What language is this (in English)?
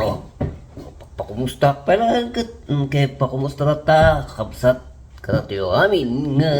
Iloko